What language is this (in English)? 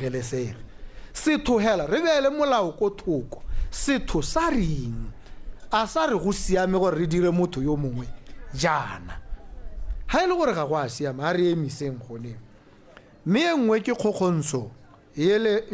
Tswana